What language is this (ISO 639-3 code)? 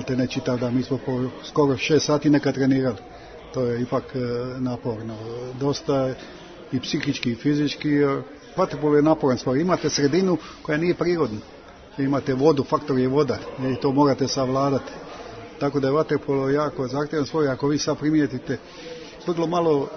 hrv